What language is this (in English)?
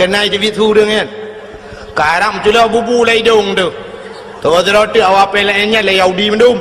Achinese